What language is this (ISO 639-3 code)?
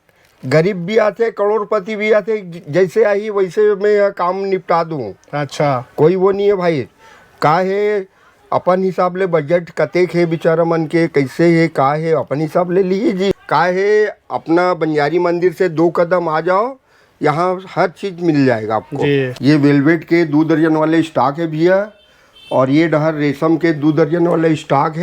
hne